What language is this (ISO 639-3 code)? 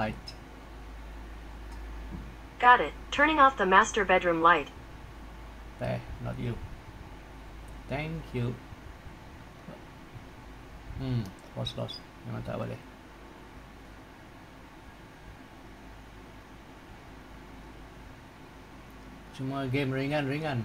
msa